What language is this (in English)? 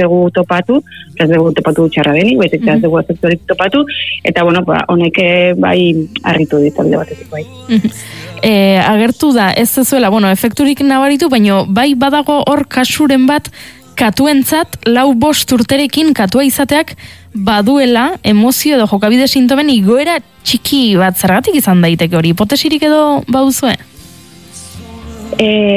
Basque